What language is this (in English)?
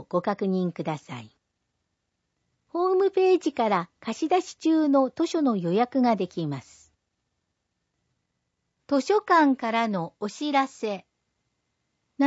Japanese